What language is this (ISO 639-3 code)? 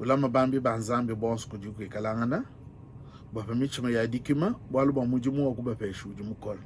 lua